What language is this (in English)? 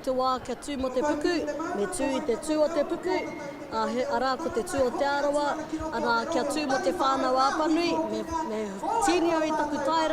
Māori